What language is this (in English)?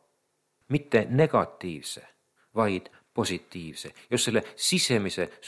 Estonian